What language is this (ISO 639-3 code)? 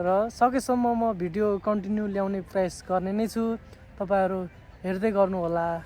nep